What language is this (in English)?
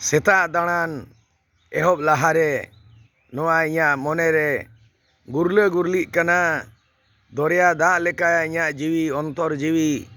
Santali